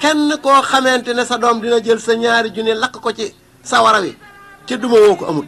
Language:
Wolof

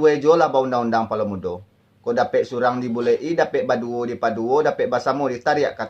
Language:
Minangkabau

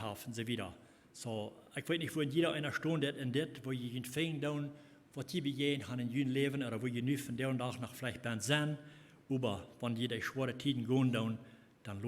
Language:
Plautdietsch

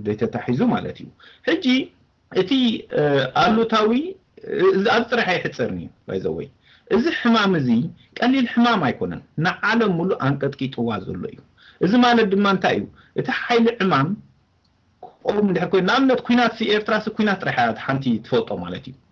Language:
Tigrinya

